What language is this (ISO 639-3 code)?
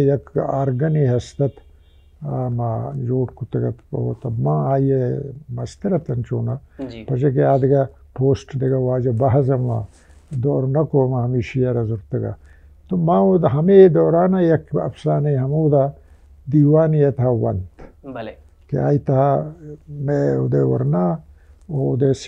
bal